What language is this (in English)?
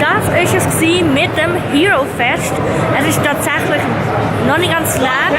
Swiss German